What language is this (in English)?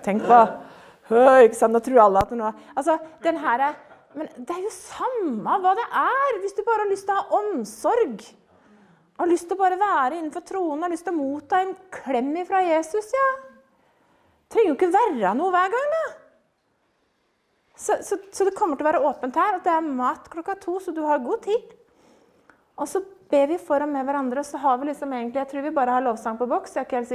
Norwegian